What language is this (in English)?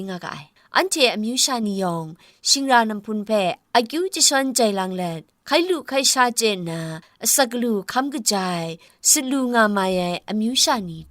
Kachin